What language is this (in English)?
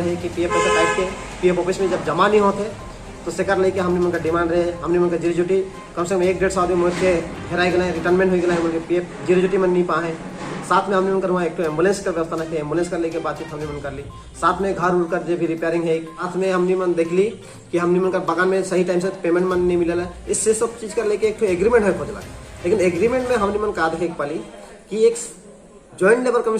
Sadri